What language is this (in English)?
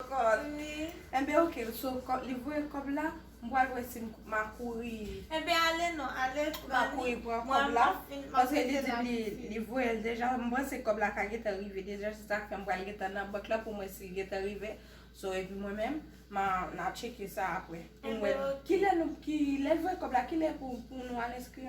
Haitian Creole